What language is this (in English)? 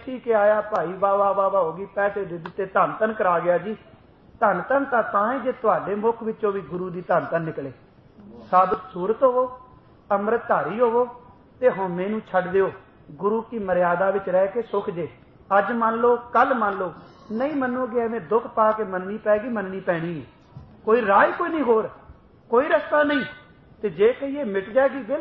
Punjabi